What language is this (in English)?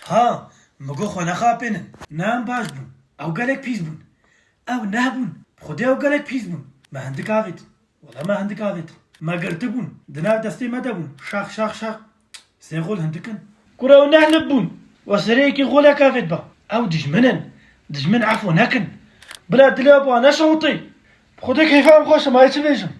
Kurdish